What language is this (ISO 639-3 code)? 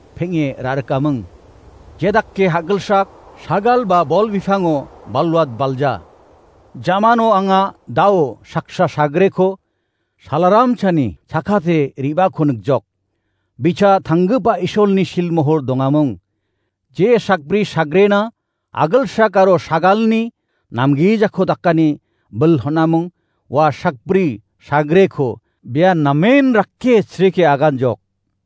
grt